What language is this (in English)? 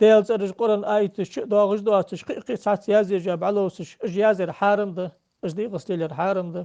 Ingush